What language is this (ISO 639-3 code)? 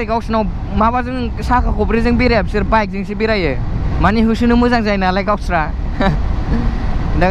brx